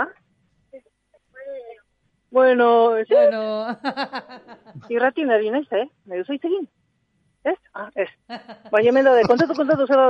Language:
Basque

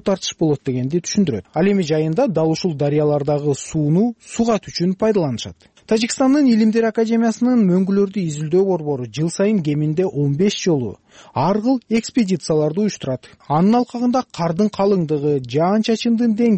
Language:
Kyrgyz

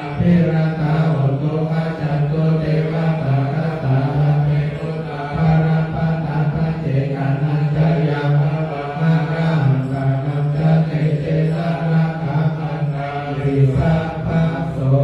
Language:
Pali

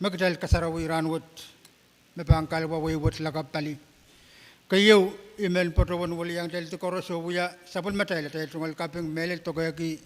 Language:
Pohnpeian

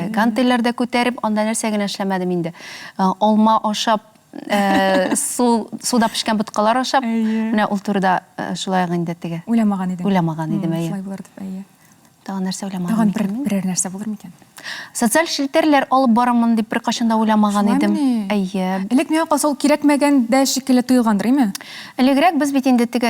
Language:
Tatar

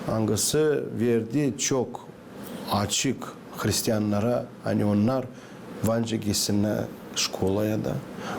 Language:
Gagauz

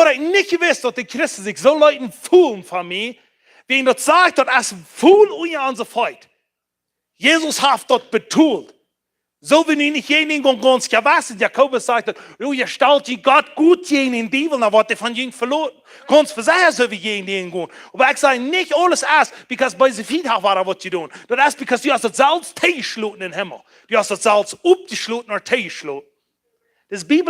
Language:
Plautdietsch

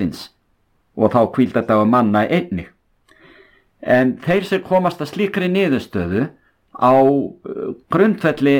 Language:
Icelandic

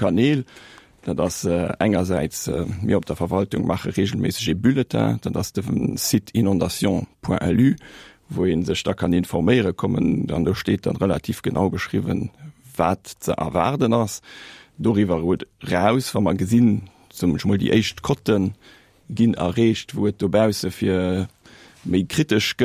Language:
Luxembourgish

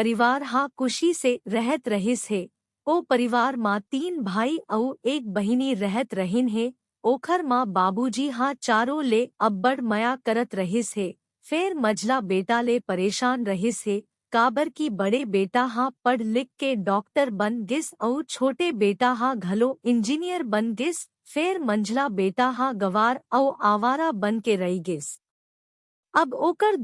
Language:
Chhattisgarhi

